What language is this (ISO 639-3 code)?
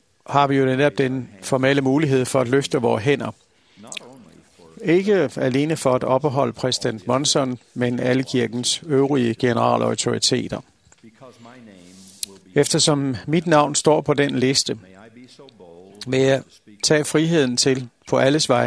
dan